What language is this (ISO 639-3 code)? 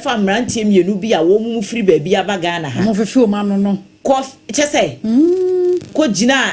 aka